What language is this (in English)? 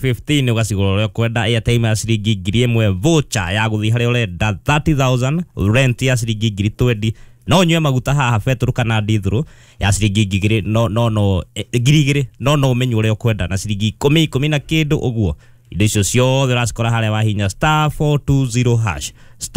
Kikuyu